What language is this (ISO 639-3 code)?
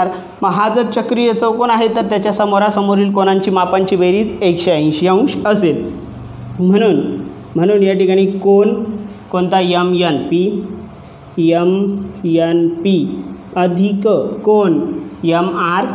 mar